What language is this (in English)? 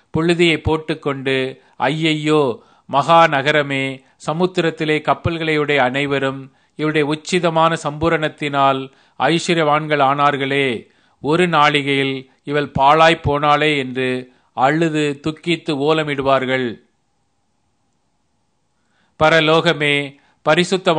Tamil